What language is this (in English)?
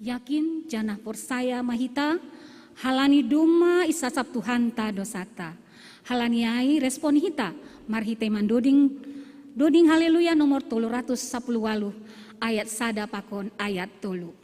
Batak Simalungun